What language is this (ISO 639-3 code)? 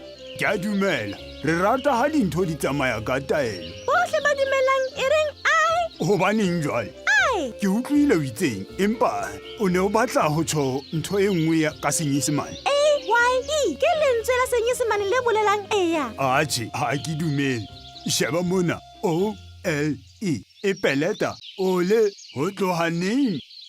sot